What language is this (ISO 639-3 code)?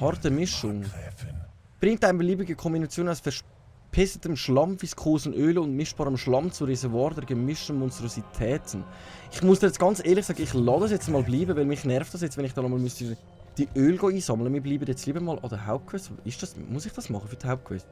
gsw